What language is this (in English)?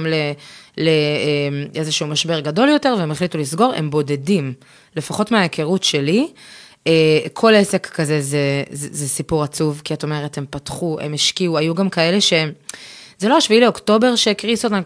Hebrew